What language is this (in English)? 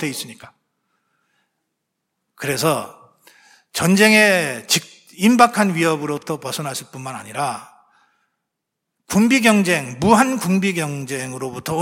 Korean